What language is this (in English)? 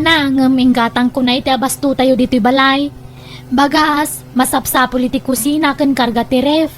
Iloko